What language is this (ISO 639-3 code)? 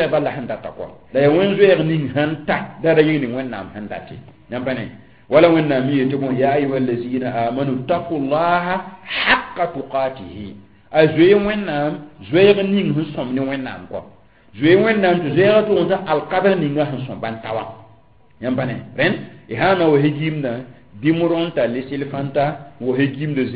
mos